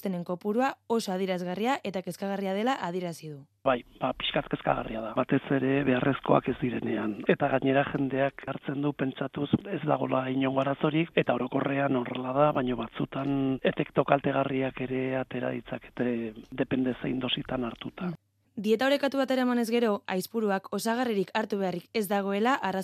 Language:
Basque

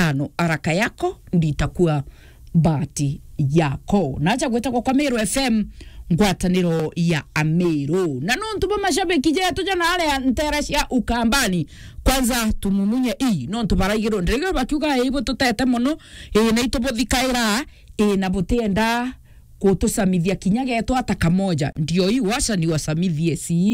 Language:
Meru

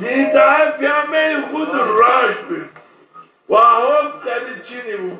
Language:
Zaza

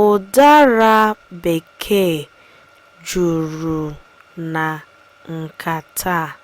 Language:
Igbo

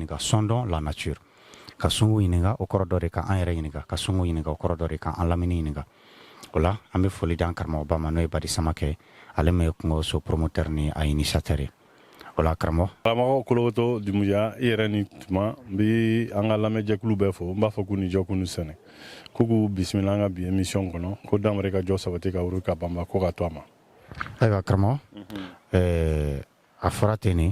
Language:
Bambara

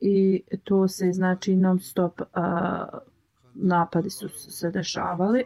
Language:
Bosnian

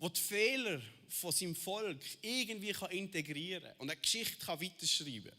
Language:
Swiss German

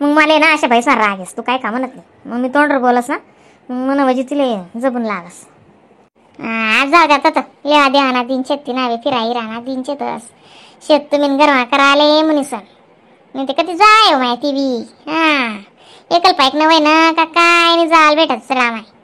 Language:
Khandesi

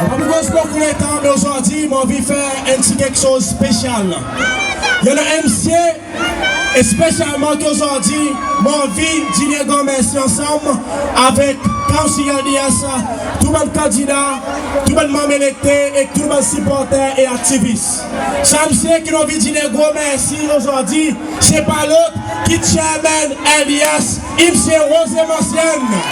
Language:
Seselwa Creole French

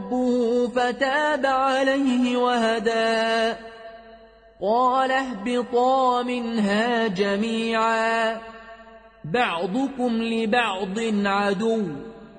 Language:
Arabic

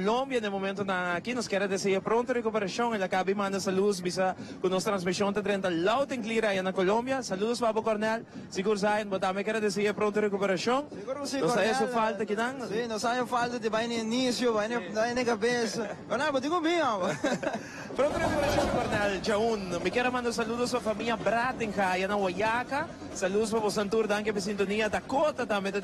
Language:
Papiamento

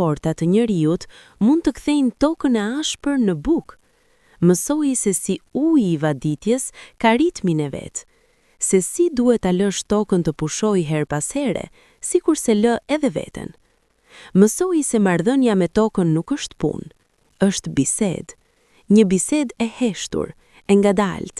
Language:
Albanian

